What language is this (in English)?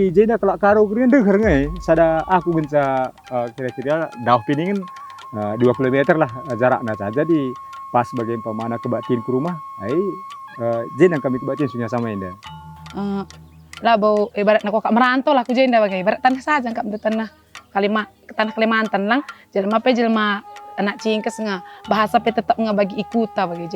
Batak Karo